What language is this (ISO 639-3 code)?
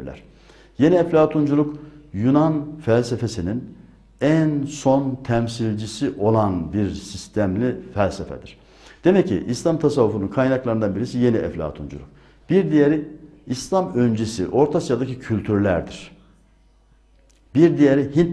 tur